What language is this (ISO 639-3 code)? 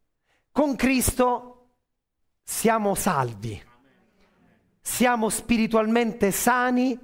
ita